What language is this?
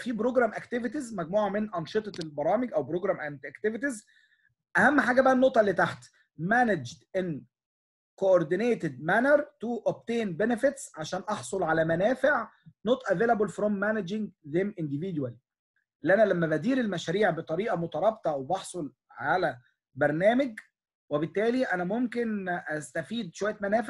Egyptian Arabic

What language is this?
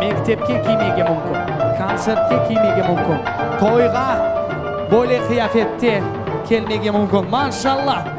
Crimean Tatar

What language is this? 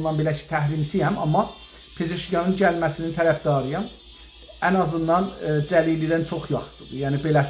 South Azerbaijani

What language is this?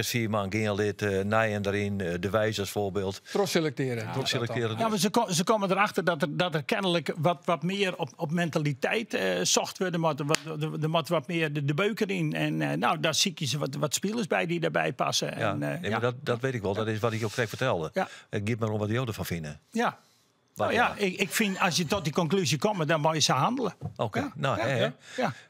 Western Frisian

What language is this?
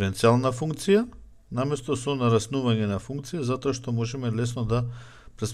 Macedonian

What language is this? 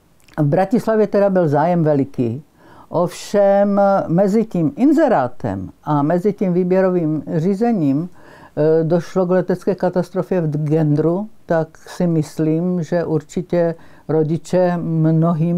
Czech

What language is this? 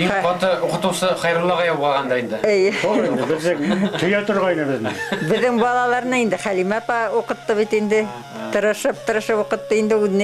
Bashkir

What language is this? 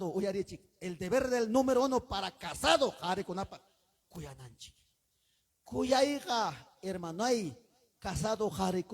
Ayacucho Quechua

